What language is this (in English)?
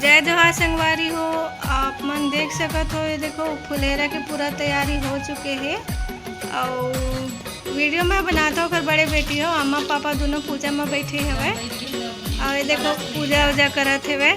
Chhattisgarhi